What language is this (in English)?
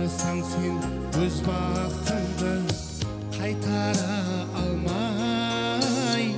Kara-Kalpak